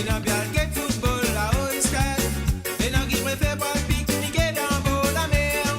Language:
Morisyen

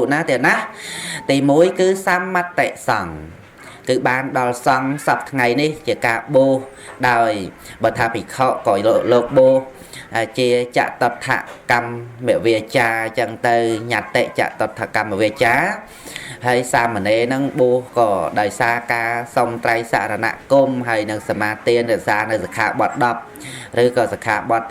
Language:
Khmer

